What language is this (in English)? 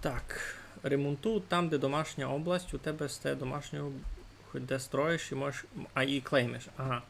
Rusyn